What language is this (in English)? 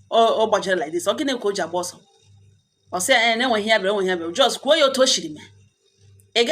Igbo